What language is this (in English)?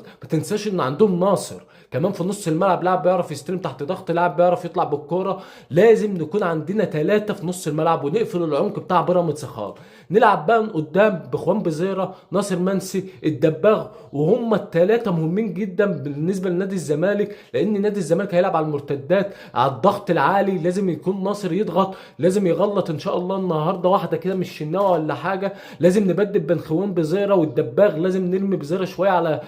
Egyptian Arabic